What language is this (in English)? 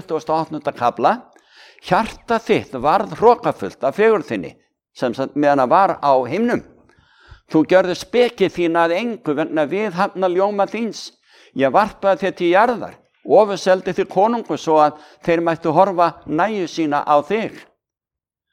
Icelandic